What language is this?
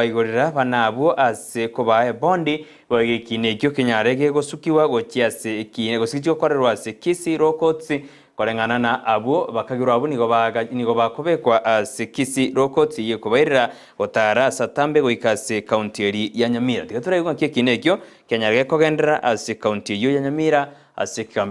Gusii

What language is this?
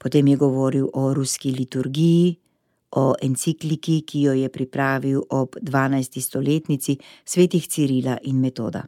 Slovenian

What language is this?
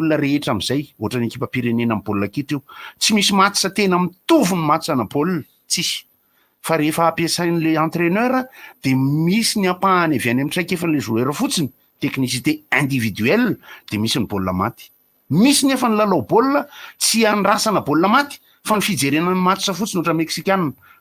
Malagasy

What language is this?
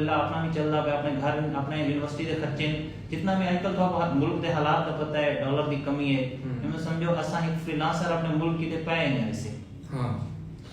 Saraiki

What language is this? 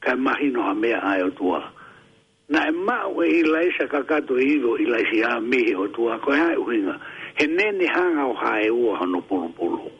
Tongan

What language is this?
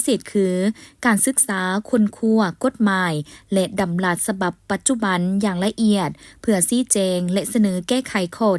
Lao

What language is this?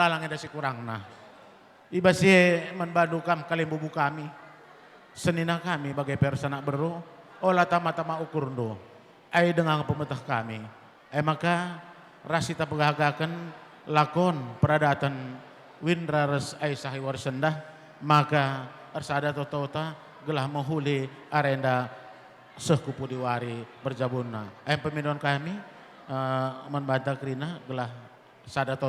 Batak Karo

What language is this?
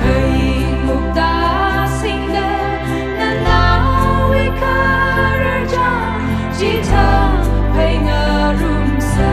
Tangkhul Naga (India)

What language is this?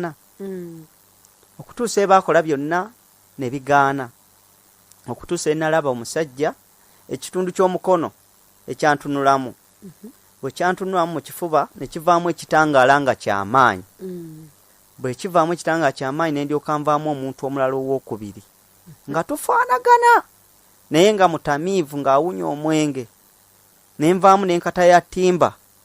Ganda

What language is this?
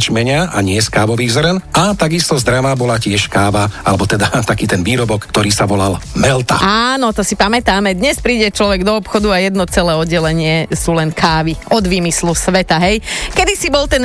Slovak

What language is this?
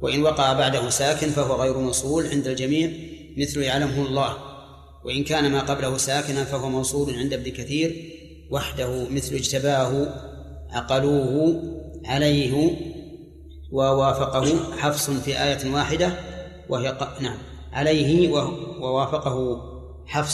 Arabic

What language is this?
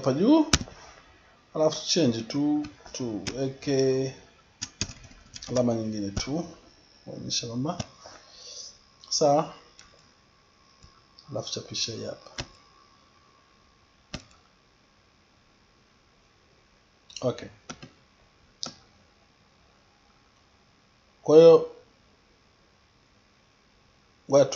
Swahili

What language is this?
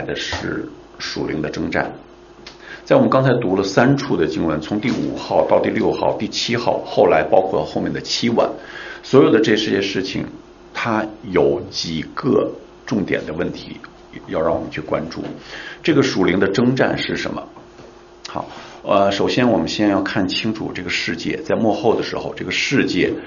Chinese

